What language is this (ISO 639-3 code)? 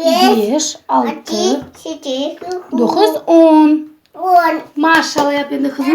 crh